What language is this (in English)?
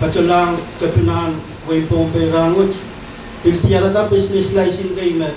Pohnpeian